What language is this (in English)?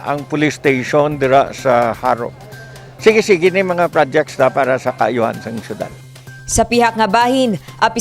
Hiligaynon